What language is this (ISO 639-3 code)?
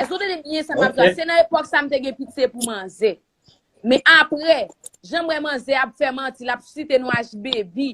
hat